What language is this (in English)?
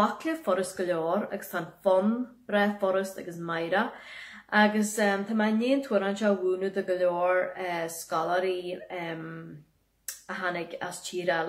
Irish